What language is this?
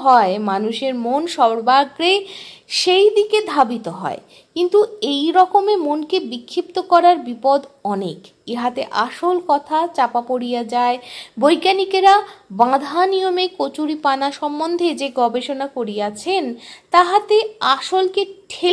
Bangla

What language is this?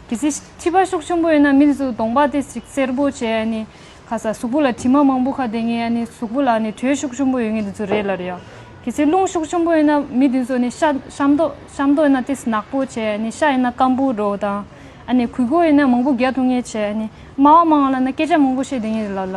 Tibetan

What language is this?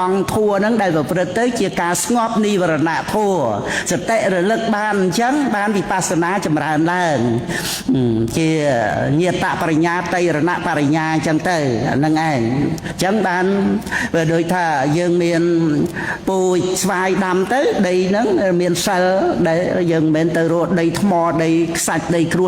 Khmer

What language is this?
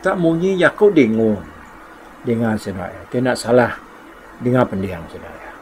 Iban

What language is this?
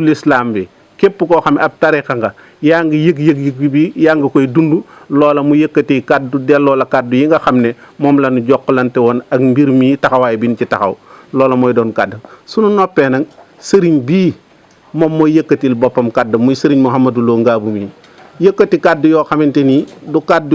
Wolof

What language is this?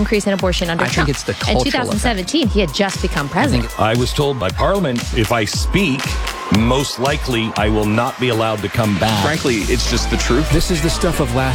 English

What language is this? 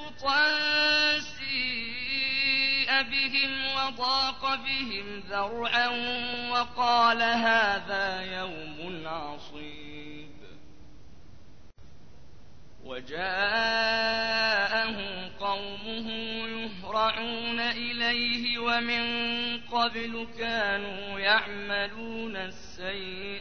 Arabic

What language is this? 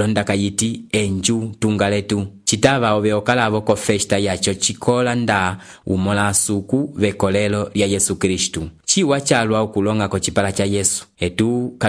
Umbundu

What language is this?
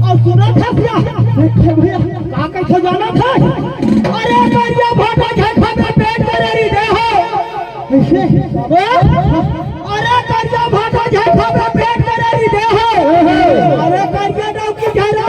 Chhattisgarhi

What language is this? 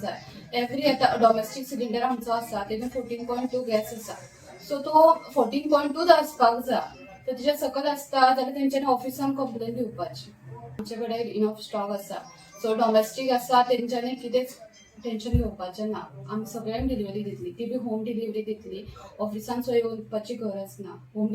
Konkani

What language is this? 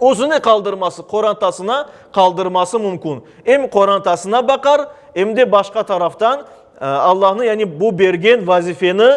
Crimean Tatar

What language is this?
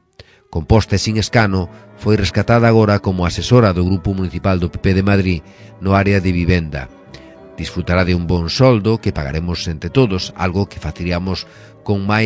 Galician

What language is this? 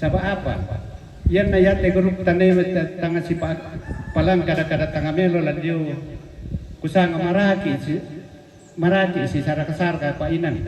Toraja-Sa'dan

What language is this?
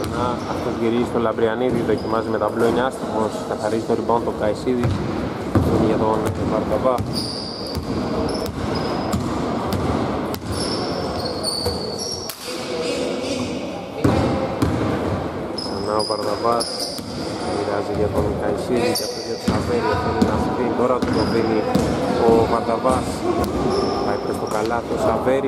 Greek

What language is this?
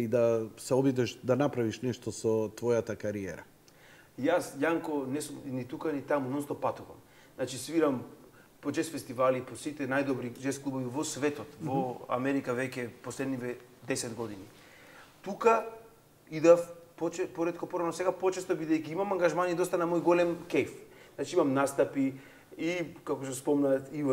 Macedonian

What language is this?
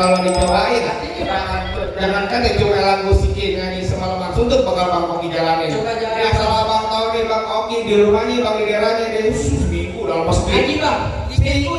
Betawi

